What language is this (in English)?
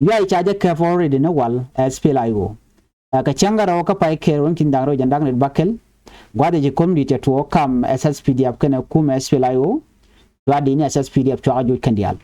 Nuer